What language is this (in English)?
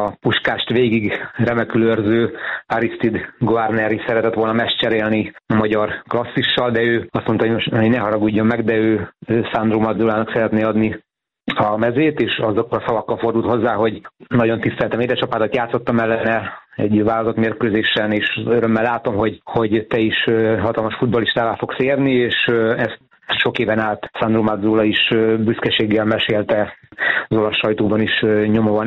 Hungarian